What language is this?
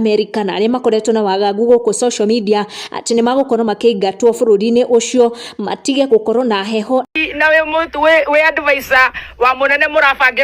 Kikuyu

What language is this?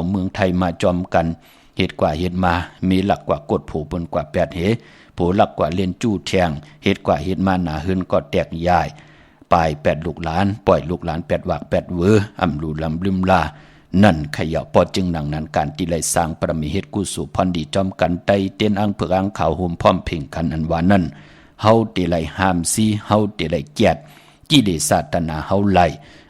Shan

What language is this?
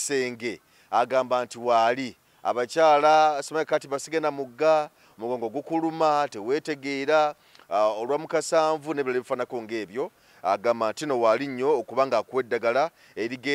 Ganda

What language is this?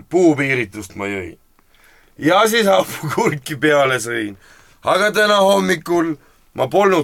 Estonian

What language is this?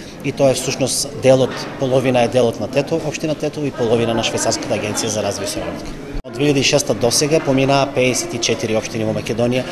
Macedonian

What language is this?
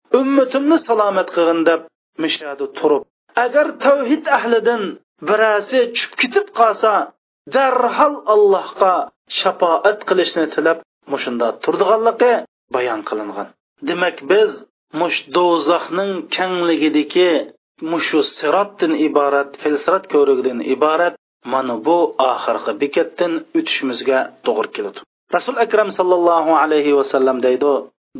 Uyghur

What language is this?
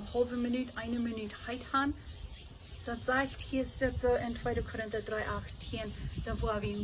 Plautdietsch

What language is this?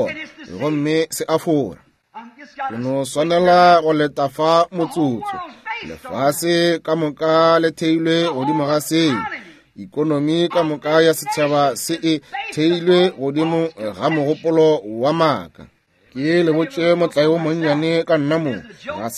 Northern Sotho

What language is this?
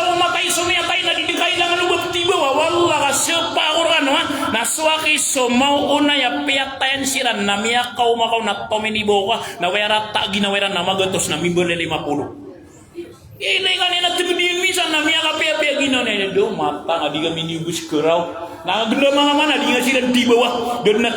Maranao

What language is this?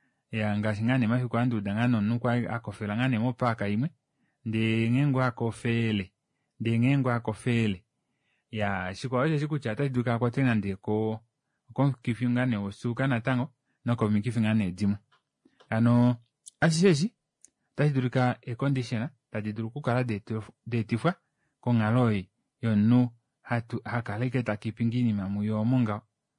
Kuanyama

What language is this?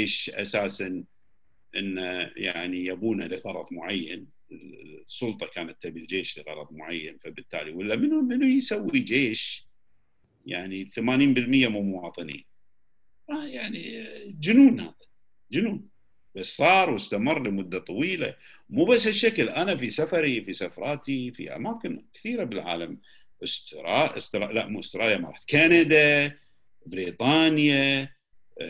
Gulf Arabic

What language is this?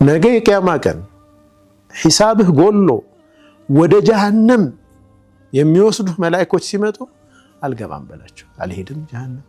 Amharic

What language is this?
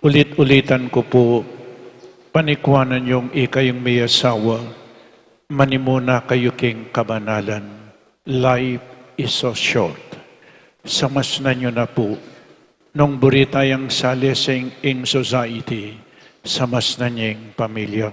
Pampanga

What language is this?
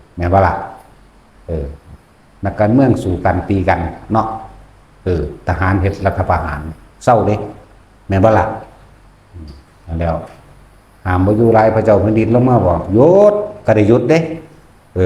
Lao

